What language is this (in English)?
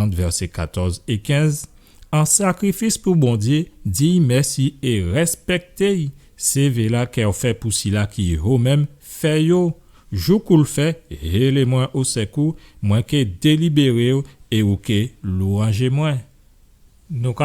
Guadeloupean Creole French